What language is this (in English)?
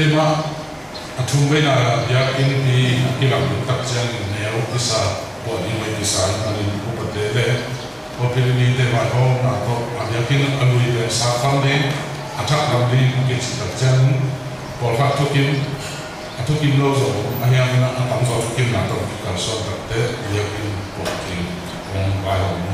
Tedim Chin